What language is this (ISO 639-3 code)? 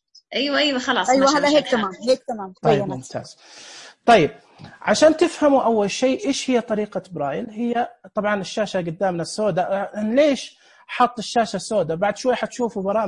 ars